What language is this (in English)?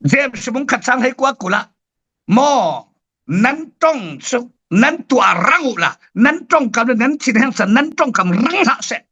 Falam Chin